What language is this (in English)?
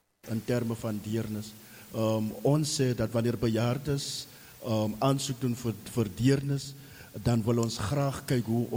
Afrikaans